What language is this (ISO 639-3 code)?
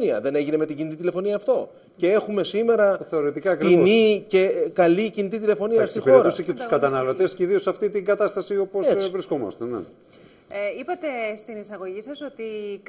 ell